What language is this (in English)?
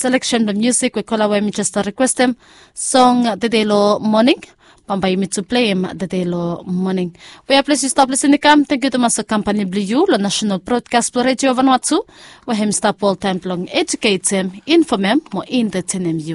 Bislama